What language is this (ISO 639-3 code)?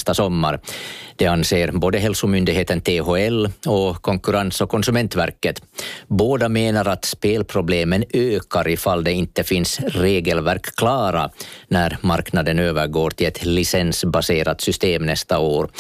swe